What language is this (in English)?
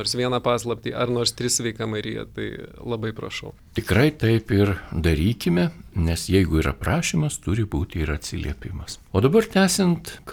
Lithuanian